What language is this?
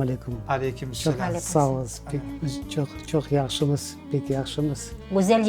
Crimean Tatar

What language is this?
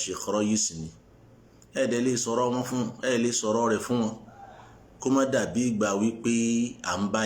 Yoruba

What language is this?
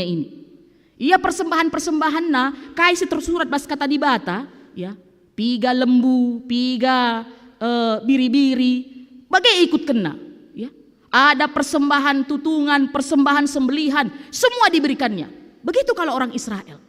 Batak Karo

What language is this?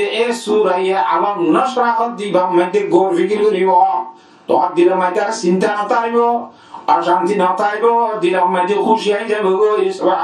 Rohingya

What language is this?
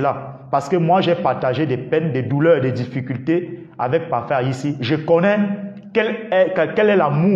French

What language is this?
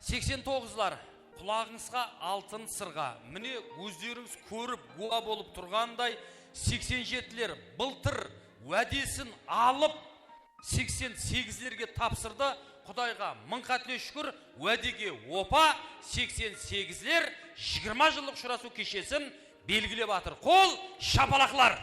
Kara-Kalpak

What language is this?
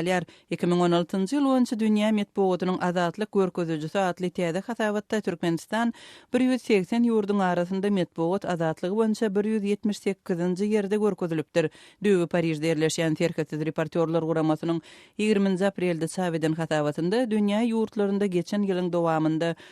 Turkmen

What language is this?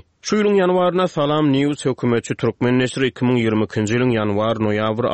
Turkmen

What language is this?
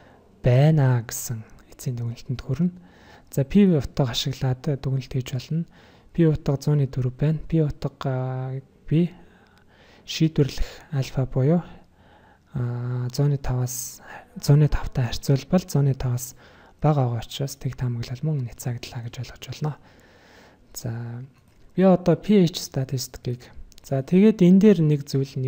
Mongolian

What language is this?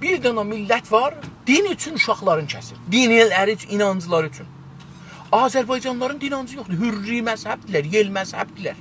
South Azerbaijani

